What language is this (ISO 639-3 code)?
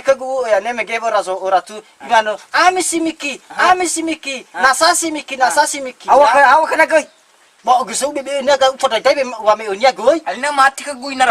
nia